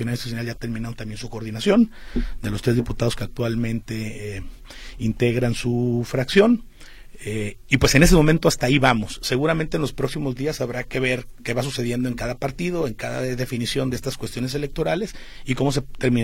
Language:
Spanish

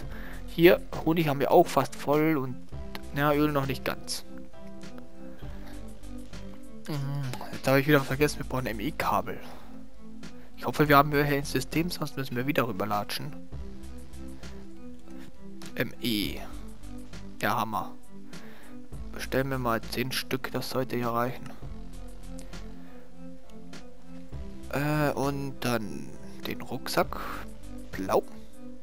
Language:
German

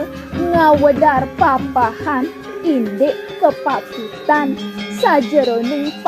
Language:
Balinese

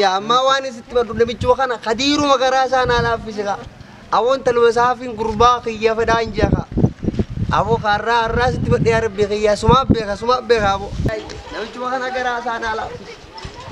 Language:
Oromo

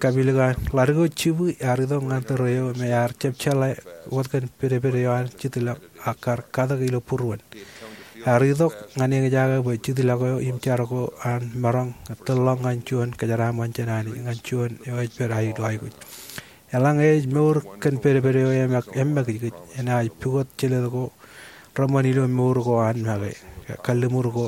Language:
Marshallese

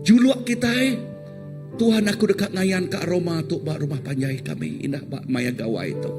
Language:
Iban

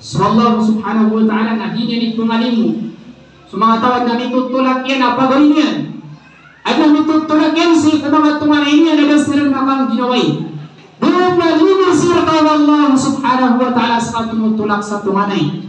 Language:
Maranao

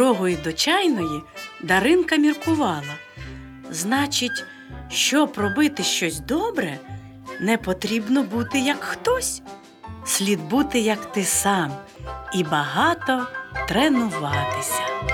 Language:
Ukrainian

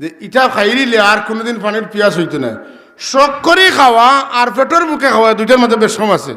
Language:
Sylheti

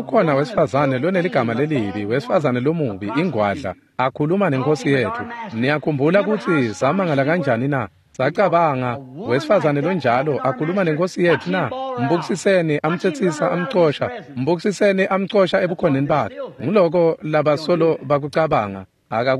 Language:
Swati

